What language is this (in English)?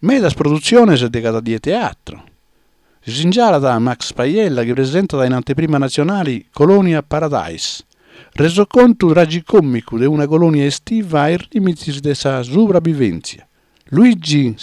Sardinian